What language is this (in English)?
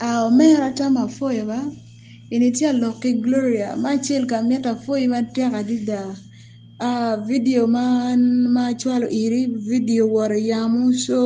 Acoli